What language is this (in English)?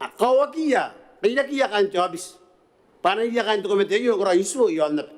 Gilbertese